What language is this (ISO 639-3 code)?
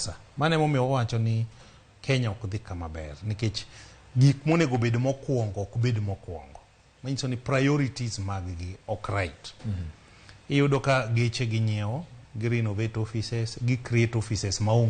luo